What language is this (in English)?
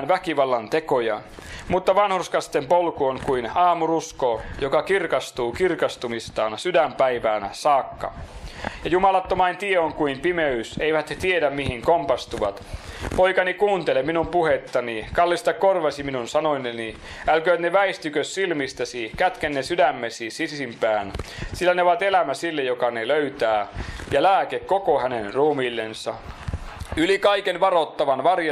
Finnish